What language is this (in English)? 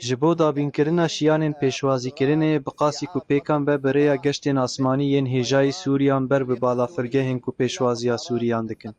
Kurdish